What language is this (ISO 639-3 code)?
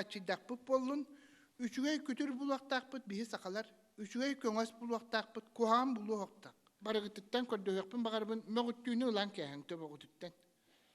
sah